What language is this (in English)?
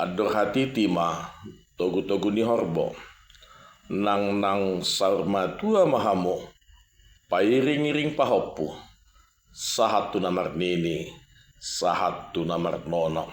Batak Toba